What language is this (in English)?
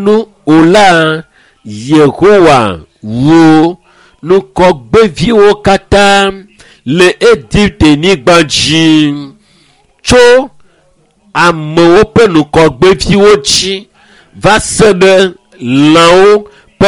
Ewe